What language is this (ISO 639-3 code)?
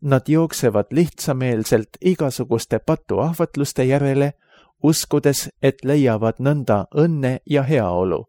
est